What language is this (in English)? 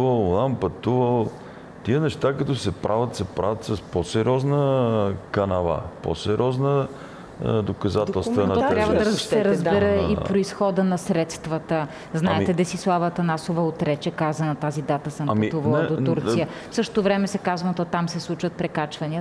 Bulgarian